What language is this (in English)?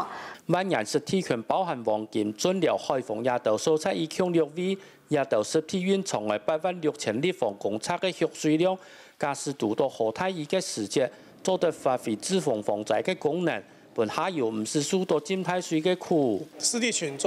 Hakka Chinese